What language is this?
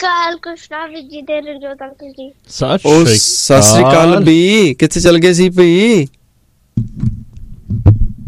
Punjabi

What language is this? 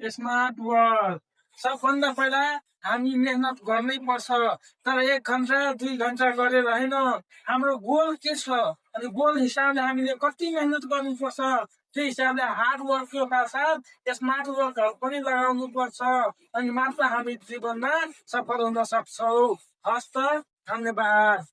Nepali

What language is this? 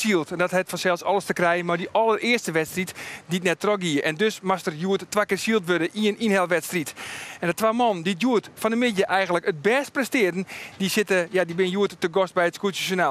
Western Frisian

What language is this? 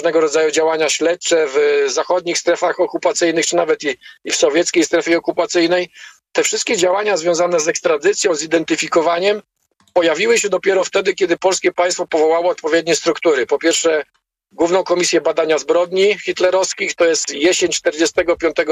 Polish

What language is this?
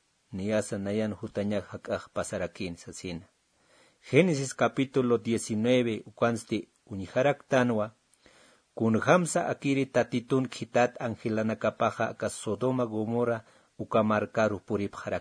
Aymara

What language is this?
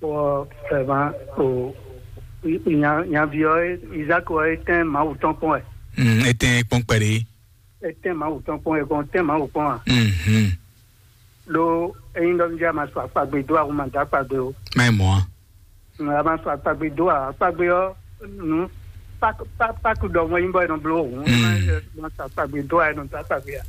Fon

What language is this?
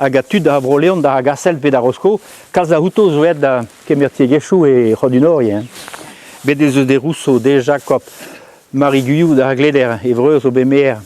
Breton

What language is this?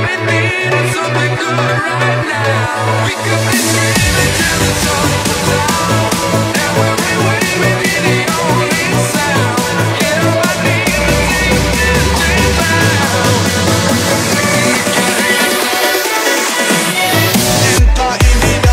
Vietnamese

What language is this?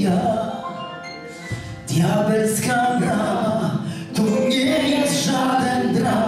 Polish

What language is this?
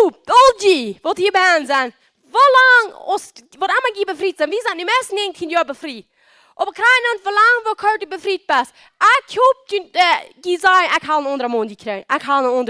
Plautdietsch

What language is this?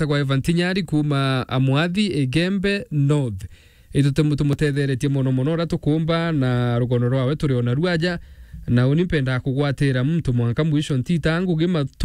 Meru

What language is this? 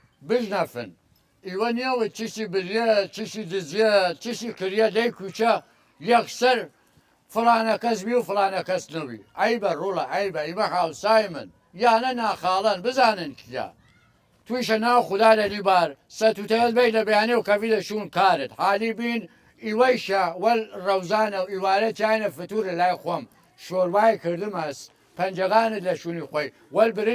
Southern Kurdish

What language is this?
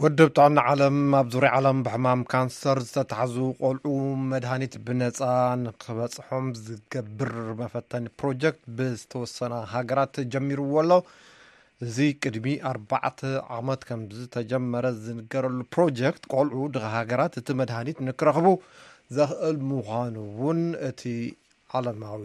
Tigrinya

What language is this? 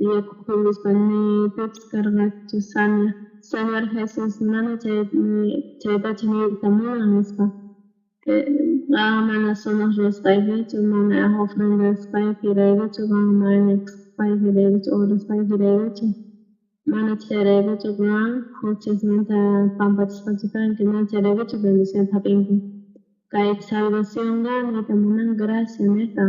South Bolivian Quechua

